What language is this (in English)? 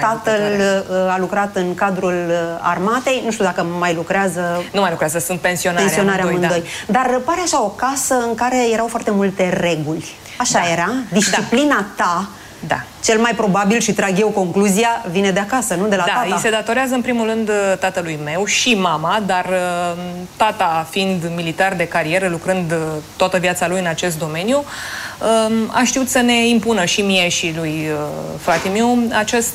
Romanian